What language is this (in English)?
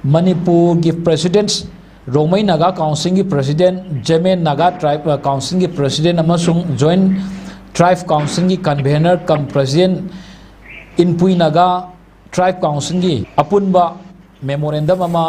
Manipuri